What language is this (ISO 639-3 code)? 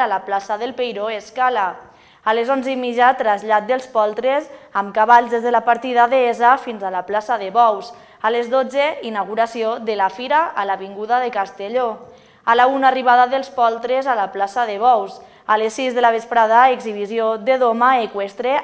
cat